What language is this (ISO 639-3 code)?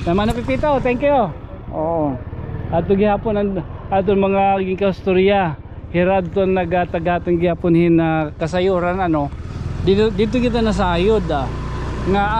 war